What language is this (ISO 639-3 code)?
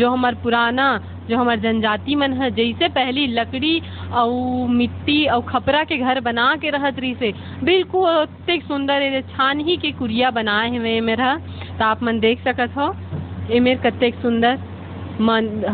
hne